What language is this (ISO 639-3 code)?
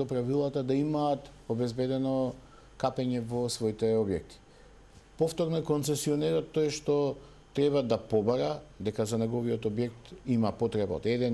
mkd